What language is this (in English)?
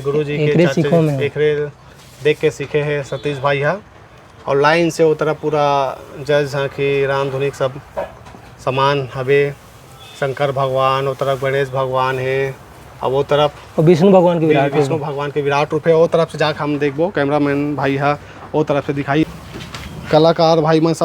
Chhattisgarhi